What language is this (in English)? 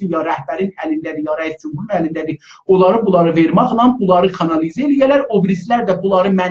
South Azerbaijani